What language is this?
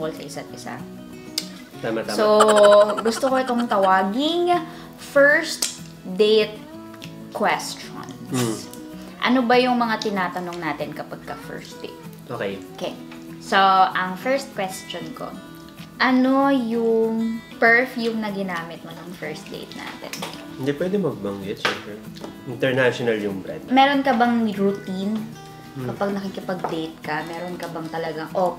Filipino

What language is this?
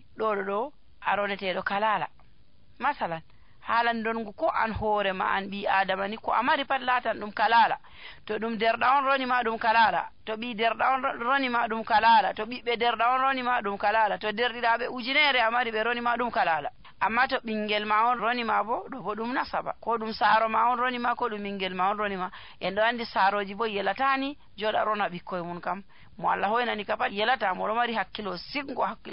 Nigerian Fulfulde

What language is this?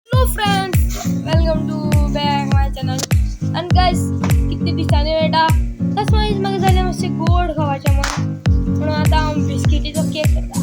Konkani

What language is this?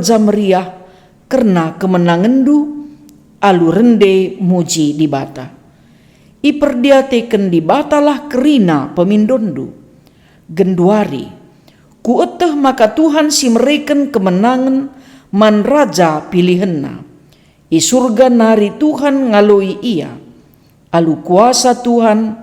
Batak Karo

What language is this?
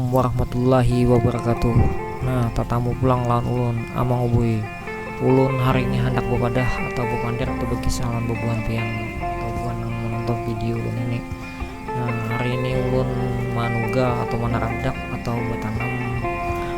Banjar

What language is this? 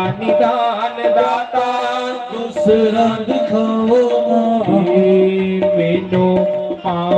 Dogri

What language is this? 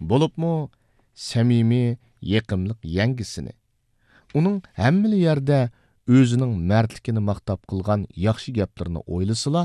Uyghur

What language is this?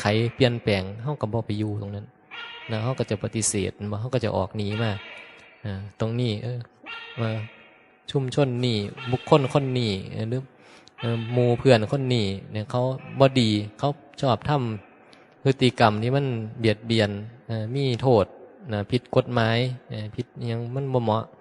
Northeastern Thai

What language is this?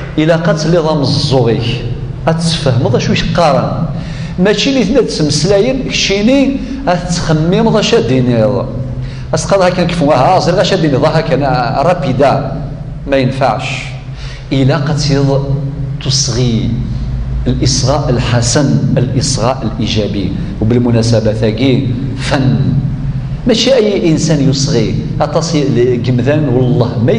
Kabyle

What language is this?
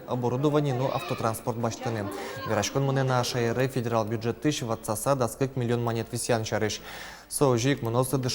Udmurt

